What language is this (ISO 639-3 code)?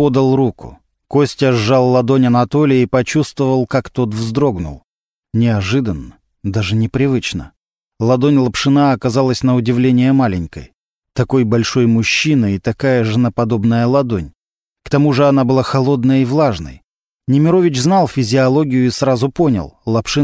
rus